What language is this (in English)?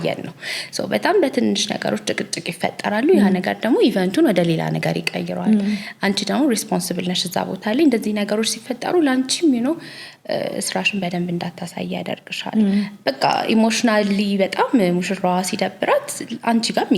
Amharic